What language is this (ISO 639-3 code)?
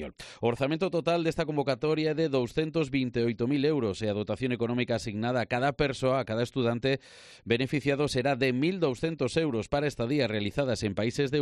glg